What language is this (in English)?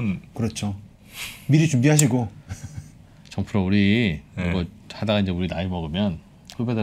Korean